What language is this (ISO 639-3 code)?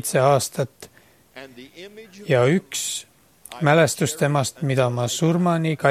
est